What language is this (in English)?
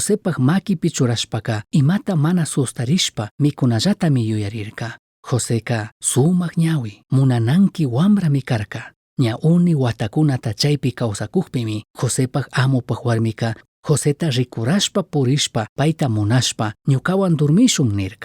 Chimborazo Highland Quichua